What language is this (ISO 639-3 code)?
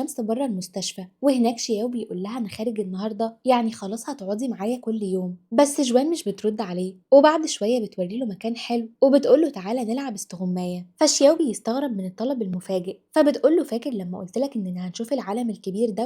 arz